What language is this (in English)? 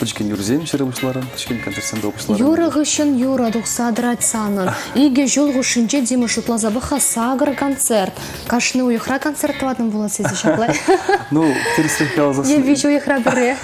Chuvash